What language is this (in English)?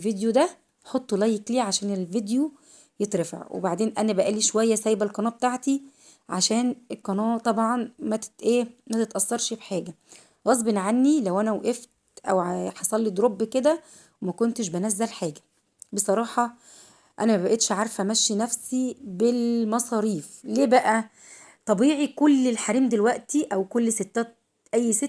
Egyptian Arabic